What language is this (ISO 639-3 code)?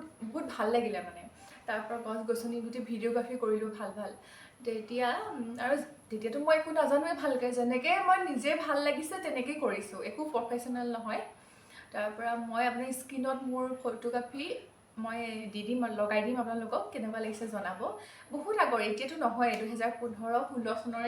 asm